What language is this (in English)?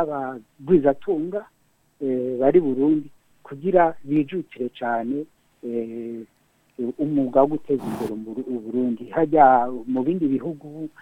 Rundi